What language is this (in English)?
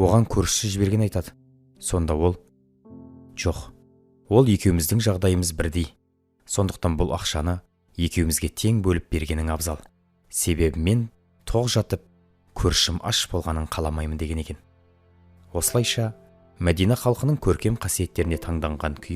Kazakh